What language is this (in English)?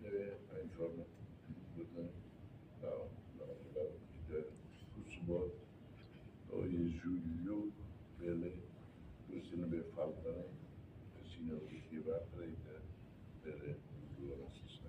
Tetum